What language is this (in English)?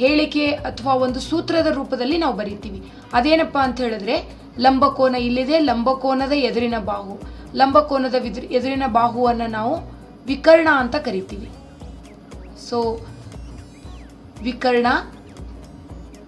Kannada